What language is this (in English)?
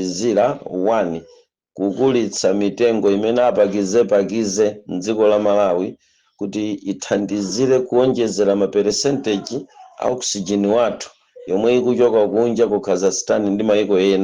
Nyanja